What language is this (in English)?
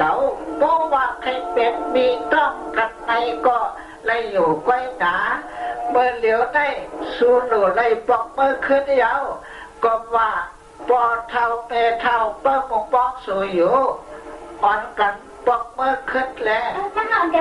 Shan